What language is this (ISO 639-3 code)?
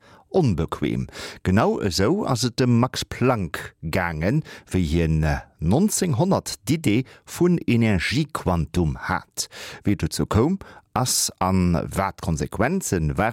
ltz